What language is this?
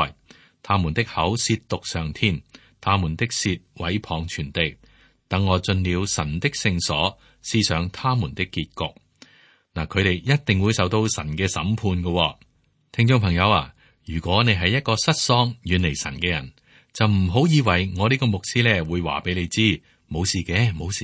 Cantonese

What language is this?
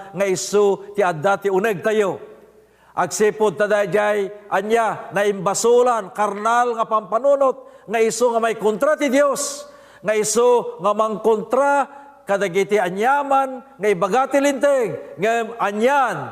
Iloko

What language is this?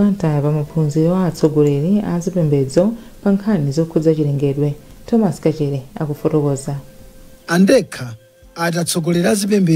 Nyanja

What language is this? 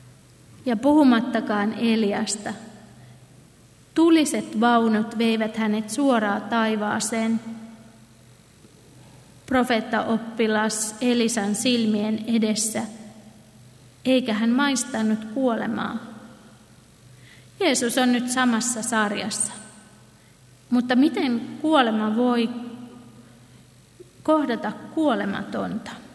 Finnish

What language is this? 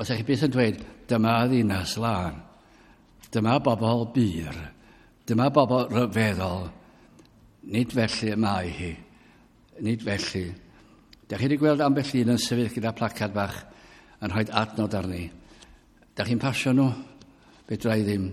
Welsh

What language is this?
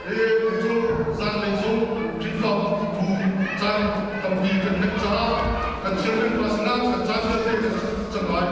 Hakha Chin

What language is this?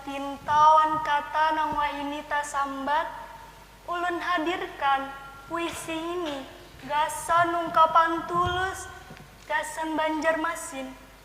Banjar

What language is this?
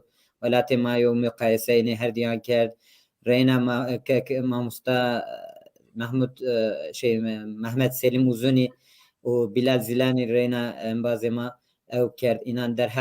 Zaza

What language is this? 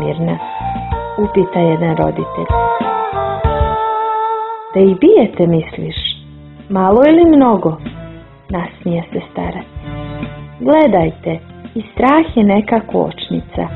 Croatian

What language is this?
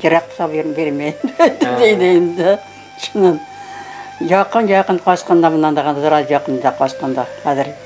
Bashkir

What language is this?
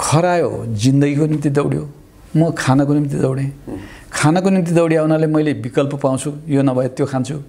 Nepali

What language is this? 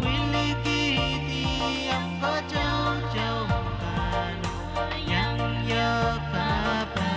Pohnpeian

